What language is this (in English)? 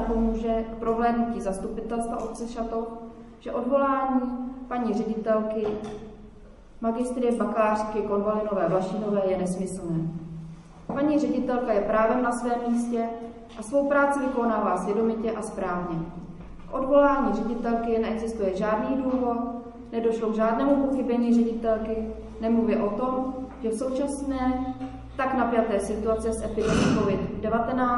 Czech